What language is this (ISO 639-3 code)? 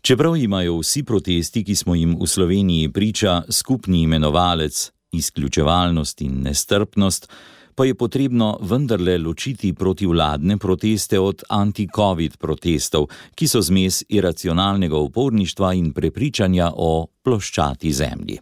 slv